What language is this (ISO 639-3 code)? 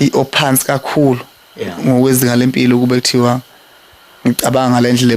zul